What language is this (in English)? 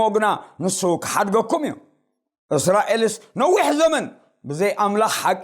Tigrinya